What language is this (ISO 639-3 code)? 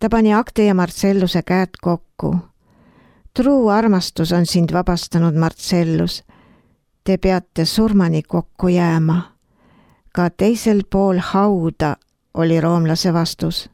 est